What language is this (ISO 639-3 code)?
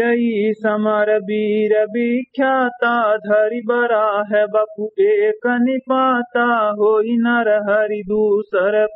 awa